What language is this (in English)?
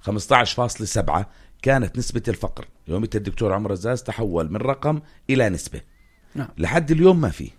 North Levantine Arabic